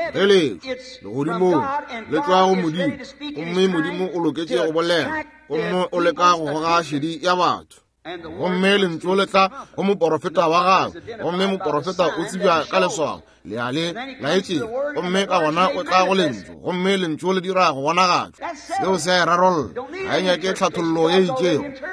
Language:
Northern Sotho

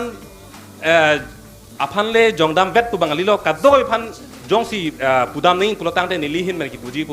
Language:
Karbi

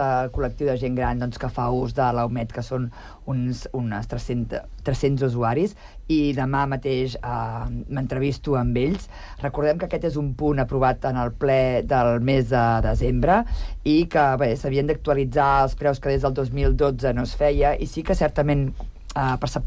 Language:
Catalan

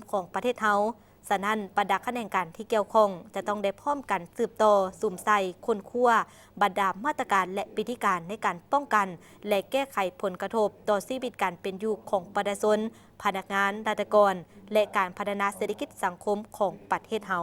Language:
Lao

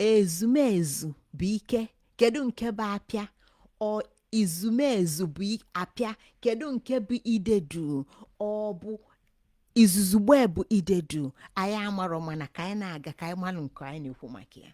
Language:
Igbo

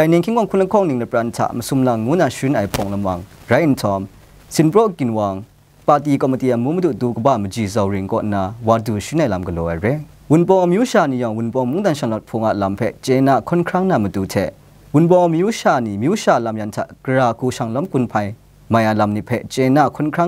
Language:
Kachin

